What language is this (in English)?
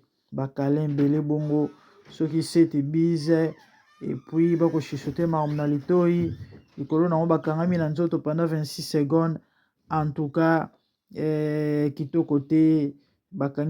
Lingala